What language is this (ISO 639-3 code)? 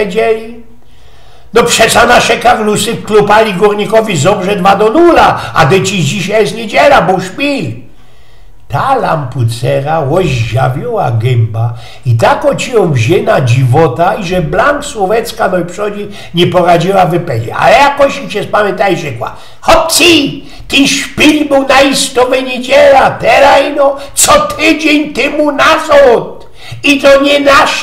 szl